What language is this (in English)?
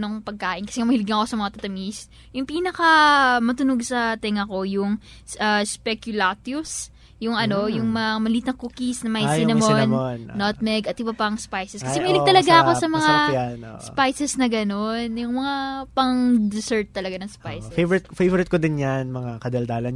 Filipino